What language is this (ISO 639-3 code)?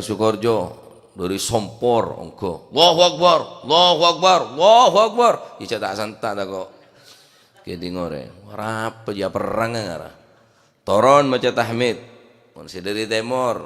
mad